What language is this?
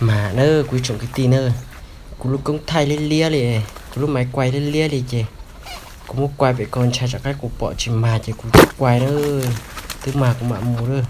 Hmong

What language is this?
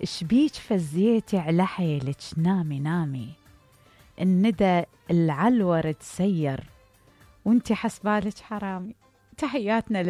Mesopotamian Arabic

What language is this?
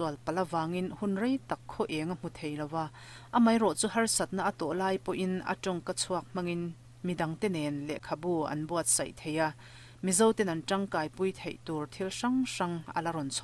Mizo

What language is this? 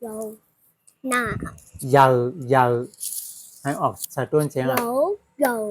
Shan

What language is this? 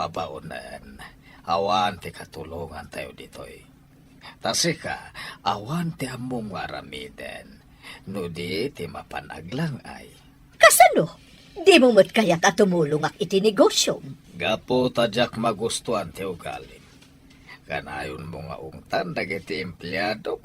Iloko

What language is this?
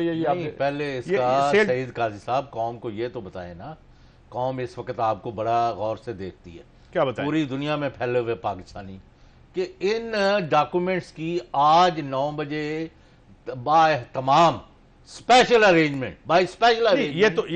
Urdu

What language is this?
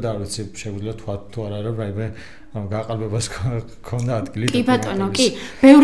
Georgian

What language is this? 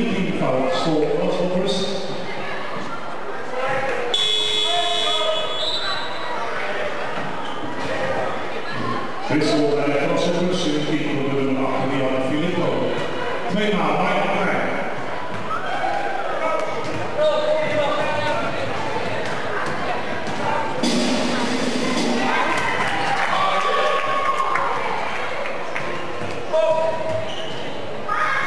Dutch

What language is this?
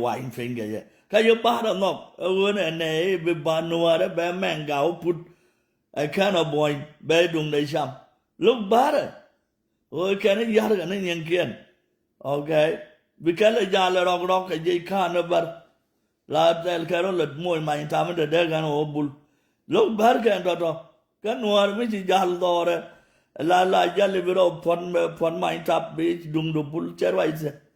Nuer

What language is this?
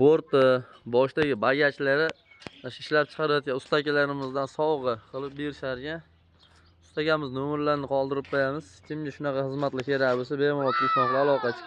Uzbek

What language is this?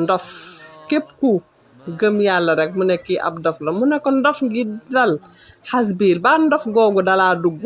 Wolof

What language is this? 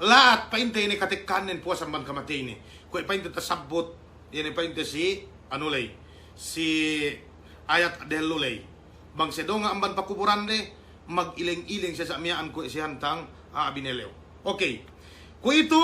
Yakan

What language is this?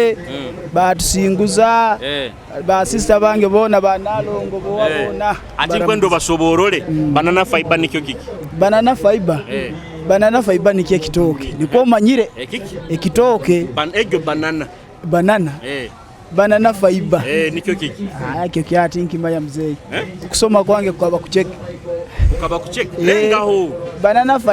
Nyoro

